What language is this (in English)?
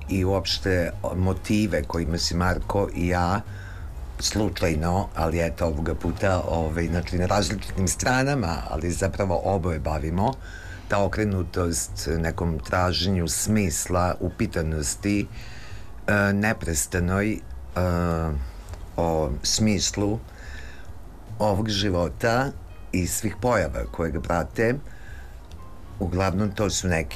Serbian